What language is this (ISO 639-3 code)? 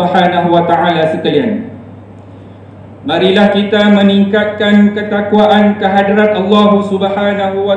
msa